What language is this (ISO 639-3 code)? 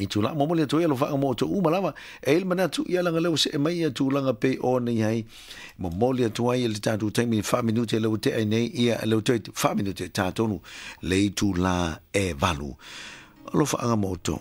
smo